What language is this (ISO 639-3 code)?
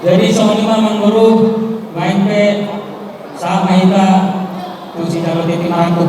bbc